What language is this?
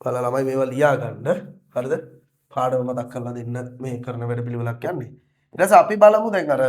Sinhala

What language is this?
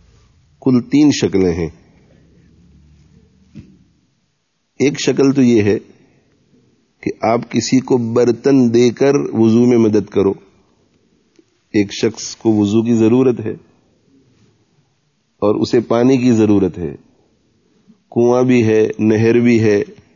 Urdu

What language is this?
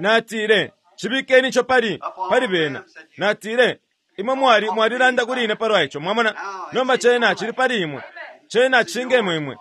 Bemba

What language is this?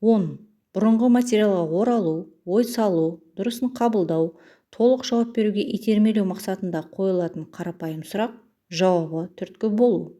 Kazakh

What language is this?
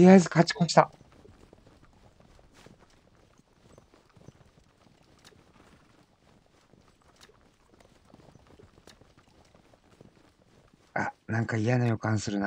Japanese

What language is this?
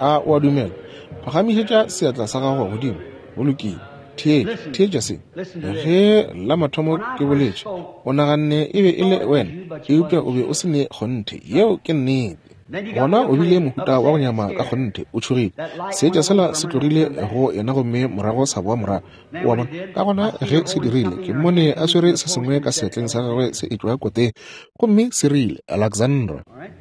Northern Sotho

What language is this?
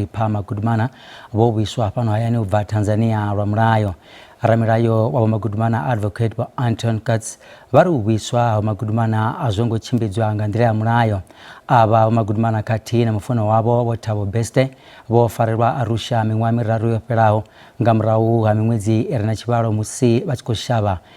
Venda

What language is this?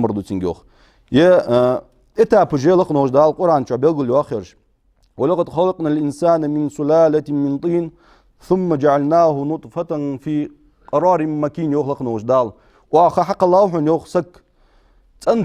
Ingush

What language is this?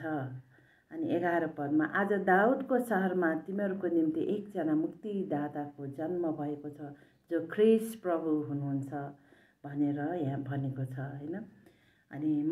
Nepali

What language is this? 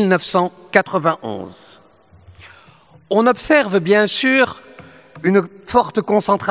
French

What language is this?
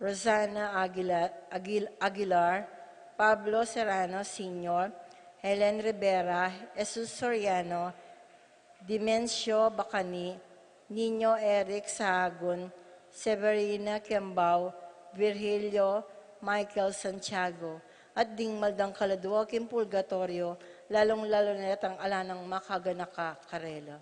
Pampanga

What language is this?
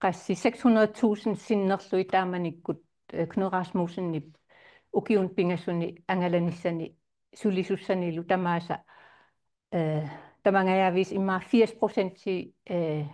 Kalaallisut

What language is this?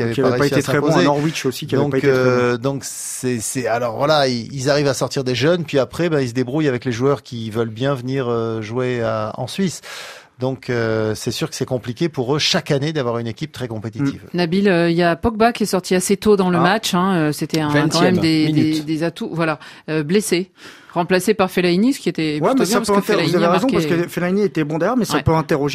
French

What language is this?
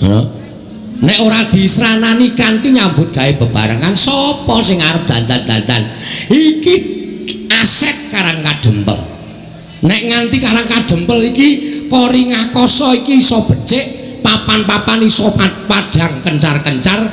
Javanese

